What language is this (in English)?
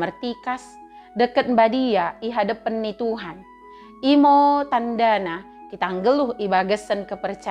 Batak Dairi